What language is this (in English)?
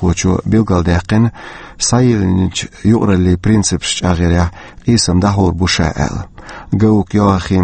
Chechen